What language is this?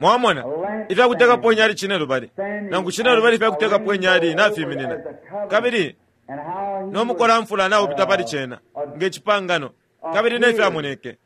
Bemba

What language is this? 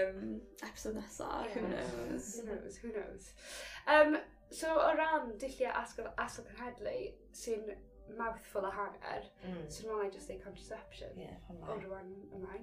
Welsh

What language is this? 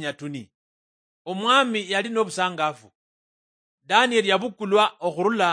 Luyia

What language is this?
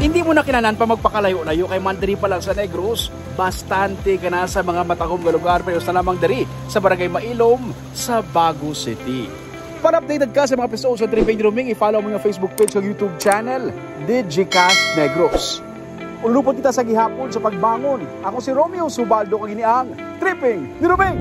Hiligaynon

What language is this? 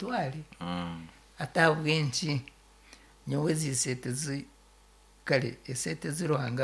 Nyoro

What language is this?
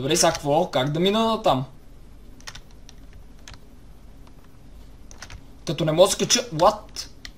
Bulgarian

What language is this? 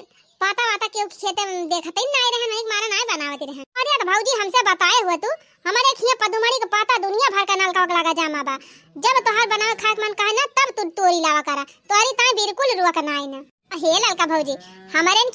Awadhi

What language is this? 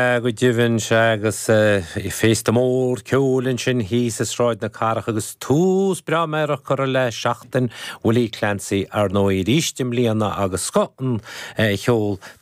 Irish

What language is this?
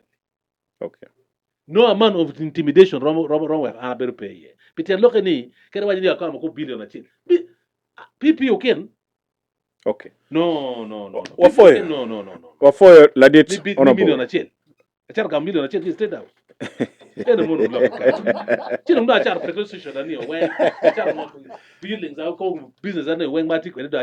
Acoli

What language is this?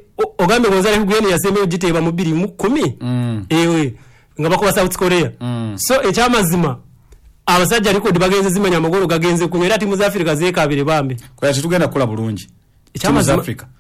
Ganda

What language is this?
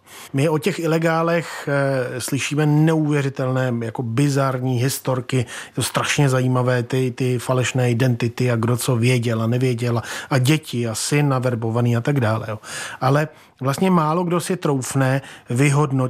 Czech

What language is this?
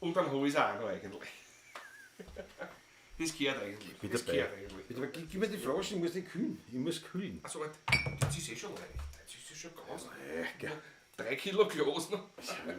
Bavarian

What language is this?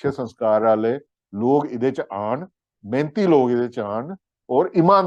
Dogri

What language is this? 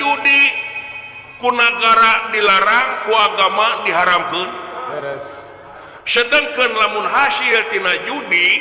Sundanese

